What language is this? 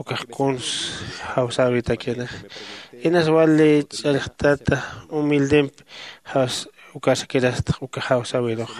Aymara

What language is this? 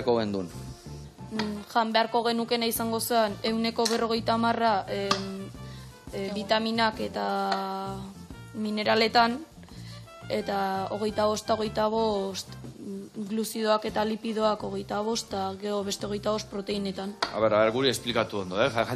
Basque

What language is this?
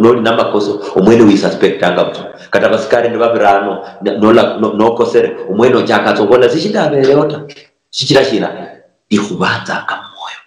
Luyia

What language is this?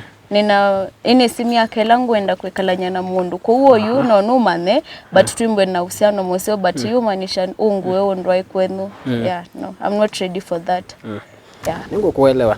Kamba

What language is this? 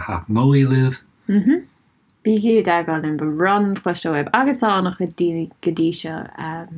Irish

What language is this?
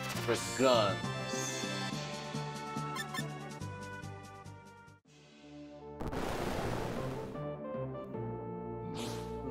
English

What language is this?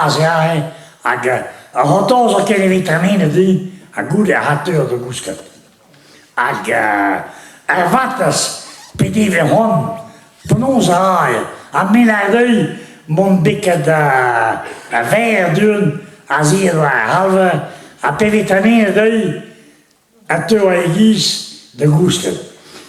Breton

